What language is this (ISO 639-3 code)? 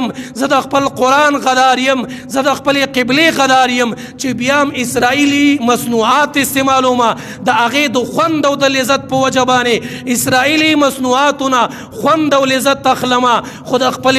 pus